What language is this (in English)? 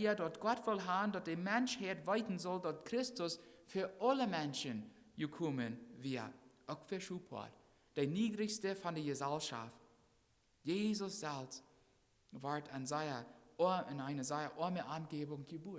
Plautdietsch